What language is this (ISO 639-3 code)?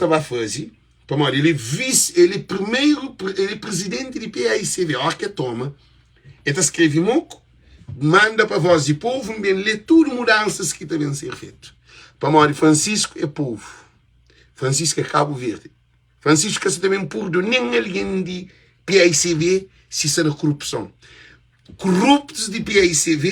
kea